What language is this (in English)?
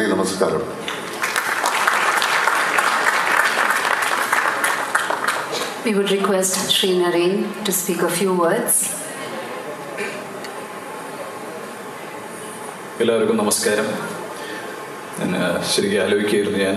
Malayalam